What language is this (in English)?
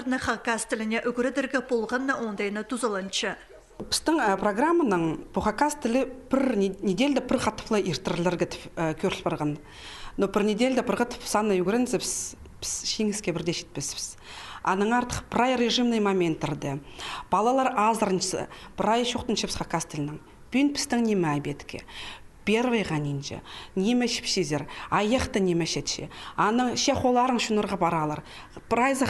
Khakas